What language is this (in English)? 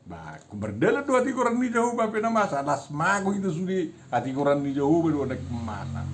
Batak Toba